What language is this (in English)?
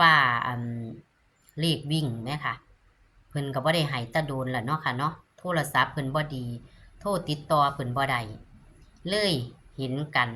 Northeastern Thai